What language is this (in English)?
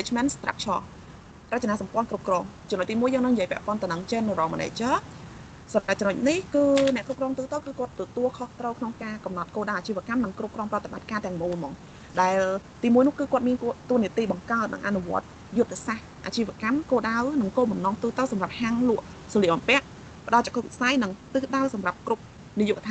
Khmer